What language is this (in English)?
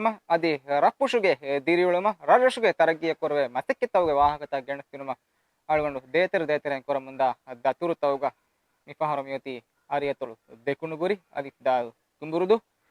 Divehi